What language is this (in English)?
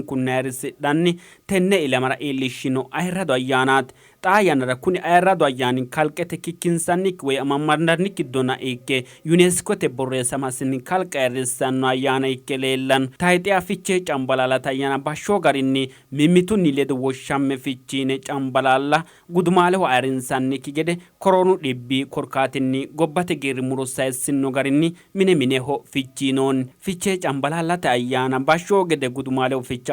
Sidamo